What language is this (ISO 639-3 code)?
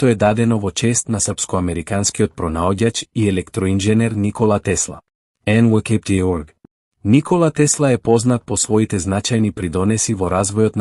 mkd